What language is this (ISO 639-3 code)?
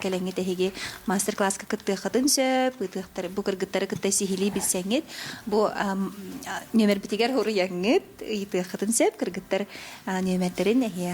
sah